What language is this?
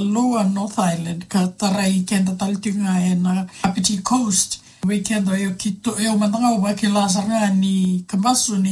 Fijian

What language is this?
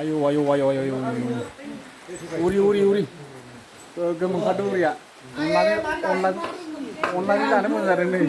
Bodo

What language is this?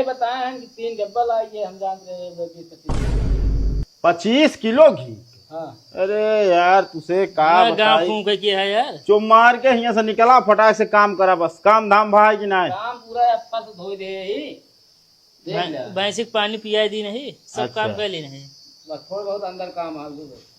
Awadhi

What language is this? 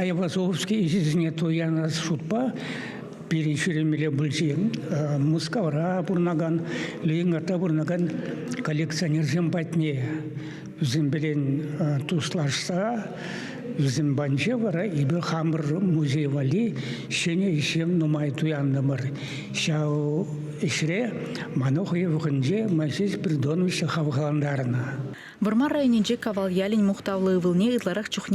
Chuvash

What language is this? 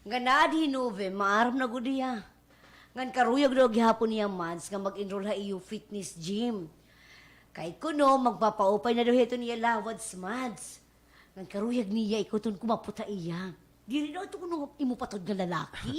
Waray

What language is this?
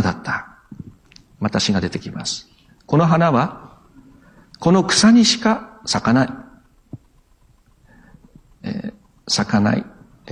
Japanese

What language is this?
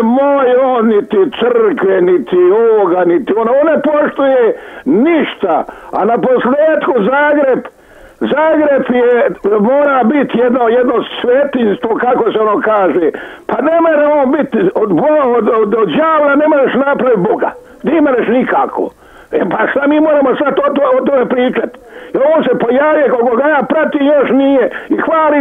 Croatian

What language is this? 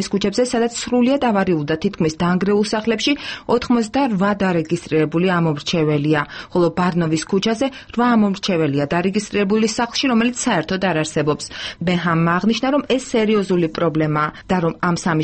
Georgian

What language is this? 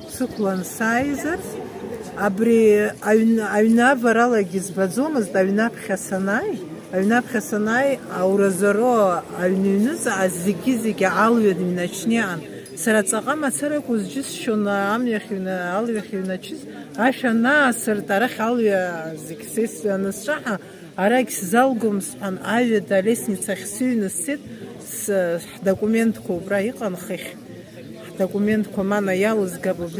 Abkhazian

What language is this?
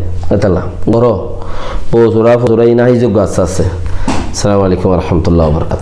Rohingya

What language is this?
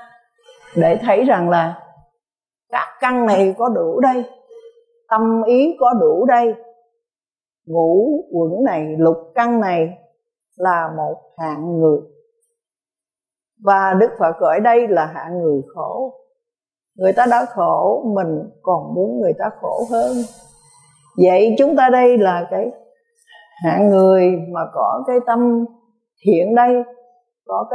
Vietnamese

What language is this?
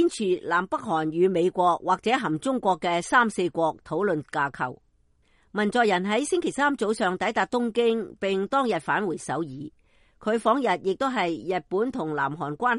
Cantonese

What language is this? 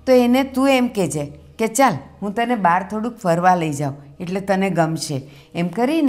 Gujarati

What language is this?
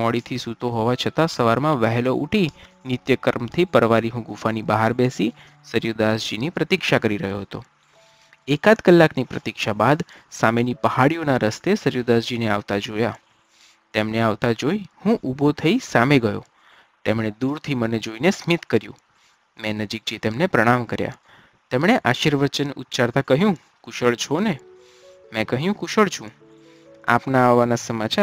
Gujarati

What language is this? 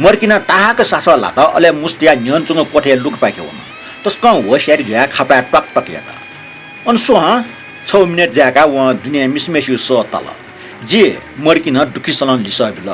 Newari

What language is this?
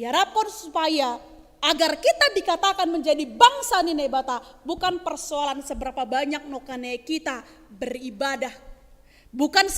Batak Simalungun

